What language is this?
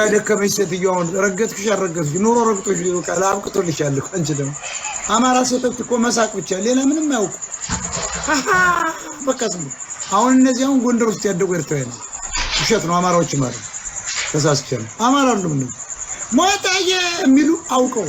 Amharic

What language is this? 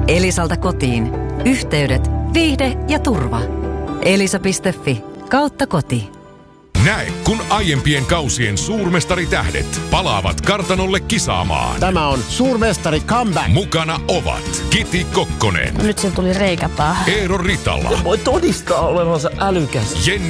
Finnish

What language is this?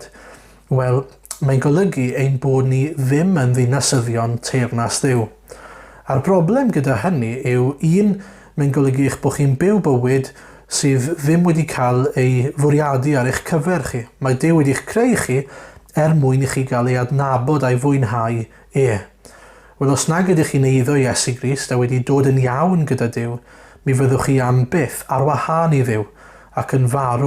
Welsh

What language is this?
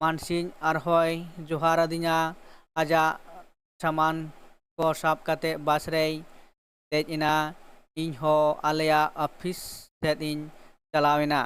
Santali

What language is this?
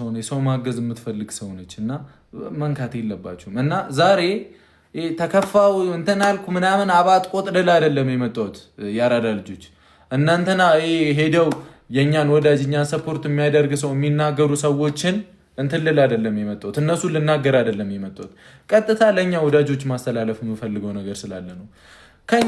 Amharic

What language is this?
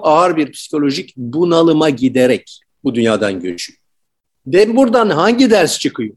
Turkish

